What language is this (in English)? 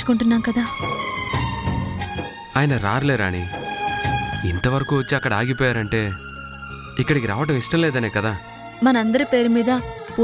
Telugu